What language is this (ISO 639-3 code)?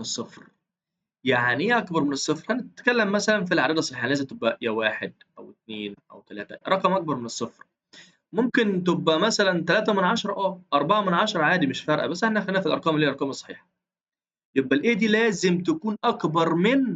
arz